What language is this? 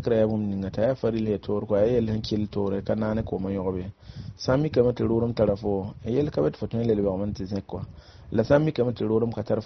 Mossi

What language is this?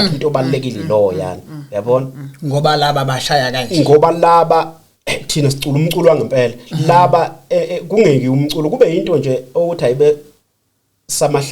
Zulu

